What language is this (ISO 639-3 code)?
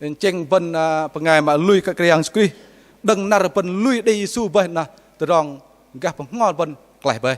bdq